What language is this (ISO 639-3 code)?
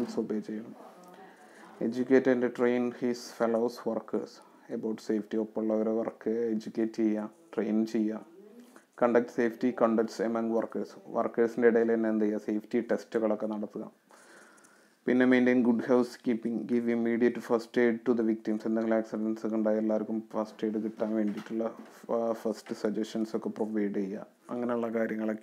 mal